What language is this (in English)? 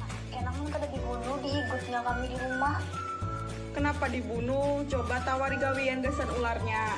Banjar